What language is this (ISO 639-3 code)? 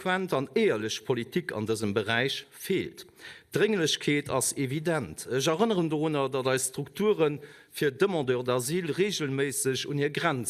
ltz